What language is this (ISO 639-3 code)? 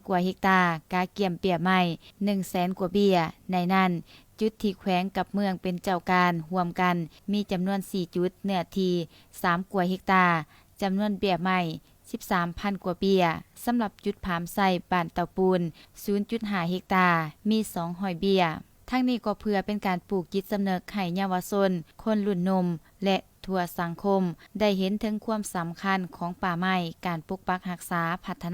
lao